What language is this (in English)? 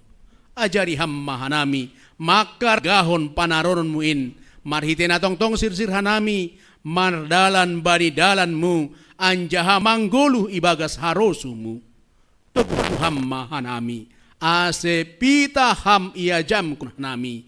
Batak Simalungun